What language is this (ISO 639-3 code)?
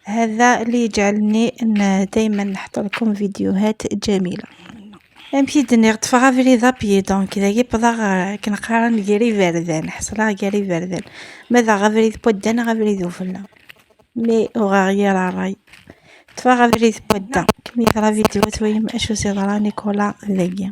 kab